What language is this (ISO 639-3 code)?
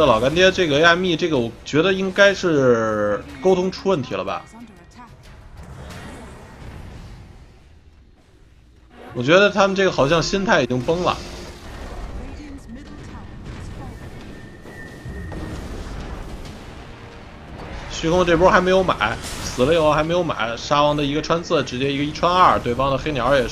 zho